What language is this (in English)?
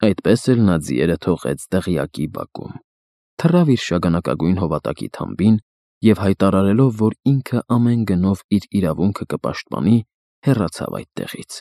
Armenian